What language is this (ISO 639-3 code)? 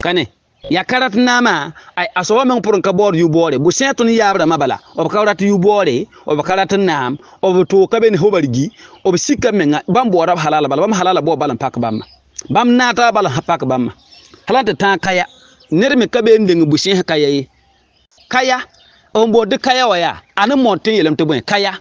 mos